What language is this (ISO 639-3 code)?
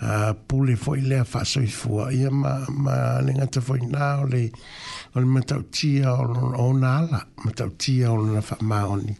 smo